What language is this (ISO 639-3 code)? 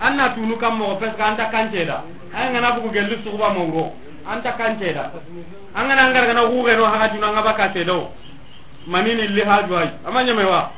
snk